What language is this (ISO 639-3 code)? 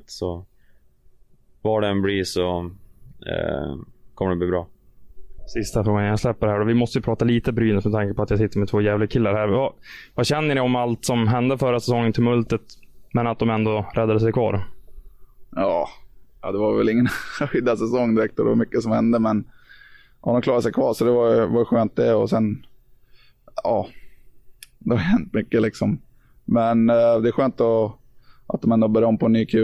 swe